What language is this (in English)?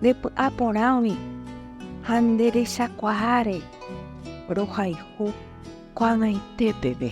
Guarani